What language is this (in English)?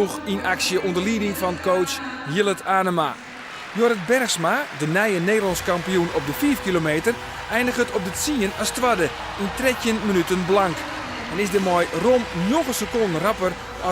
Western Frisian